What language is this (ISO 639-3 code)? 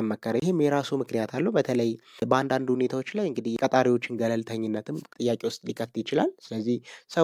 amh